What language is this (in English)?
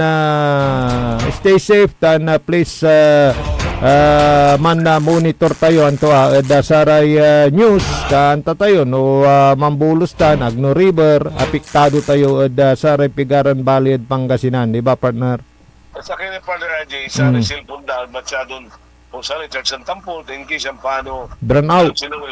Pangasinan